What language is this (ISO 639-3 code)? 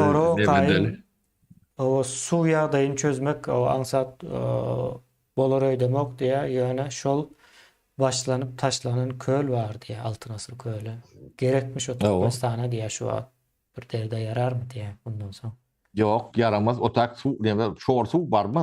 tuk